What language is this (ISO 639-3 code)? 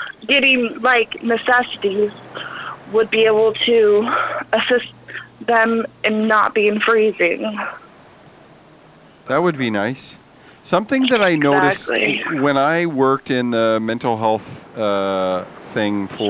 eng